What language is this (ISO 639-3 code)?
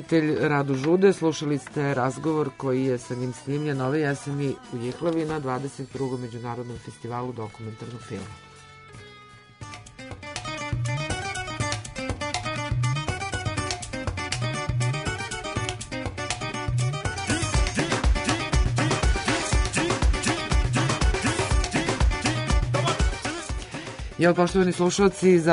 srp